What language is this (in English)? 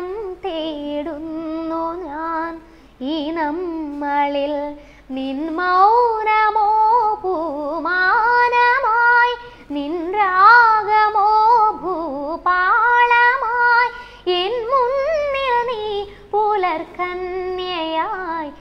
Malayalam